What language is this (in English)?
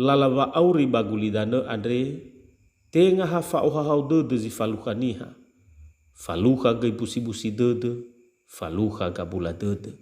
Nias